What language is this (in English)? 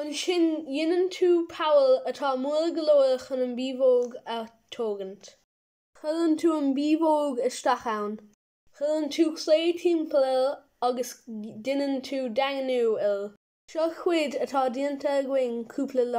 Irish